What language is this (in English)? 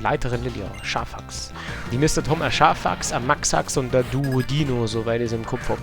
Bavarian